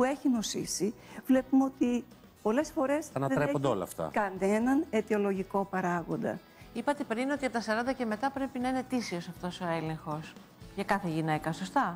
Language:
Greek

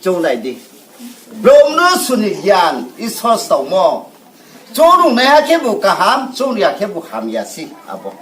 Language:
Riang (India)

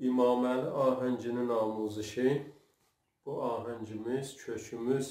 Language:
South Azerbaijani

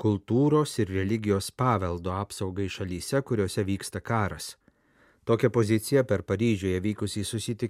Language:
Lithuanian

